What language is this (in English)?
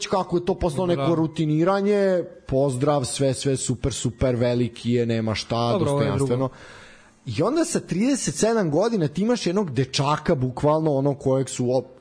Serbian